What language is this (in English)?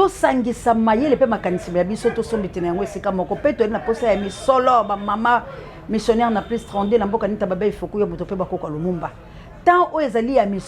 Lingala